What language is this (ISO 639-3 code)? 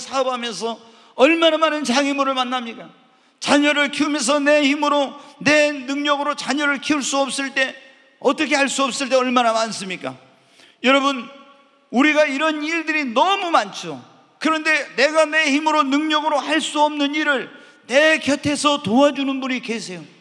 kor